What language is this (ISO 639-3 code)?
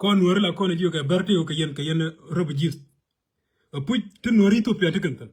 nus